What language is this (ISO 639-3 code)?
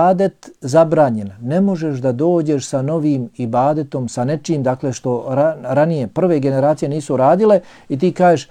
bos